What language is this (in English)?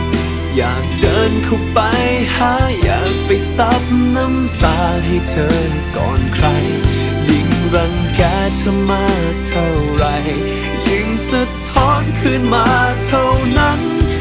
Thai